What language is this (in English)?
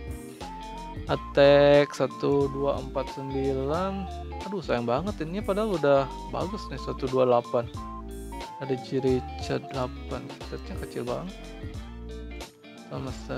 Indonesian